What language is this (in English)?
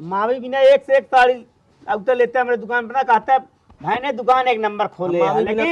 Awadhi